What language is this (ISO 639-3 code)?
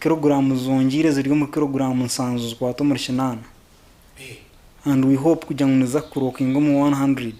nyn